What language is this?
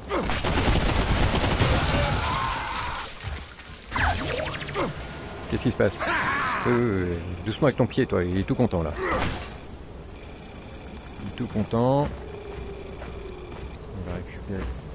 French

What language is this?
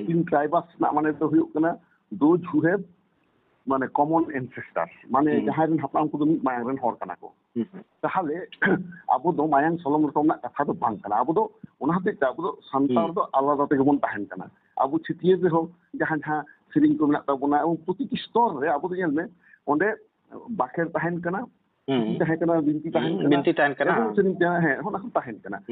Santali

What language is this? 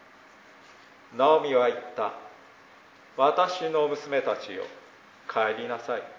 Japanese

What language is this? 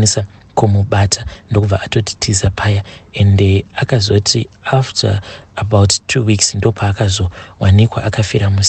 Shona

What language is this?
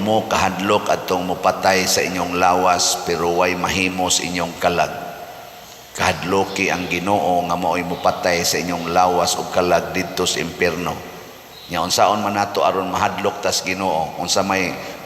Cebuano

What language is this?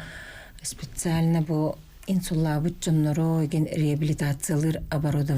Yakut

